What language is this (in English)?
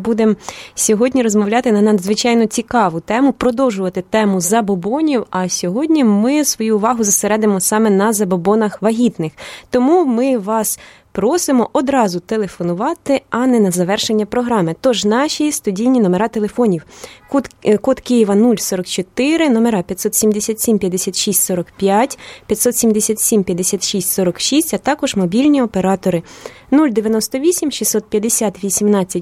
Ukrainian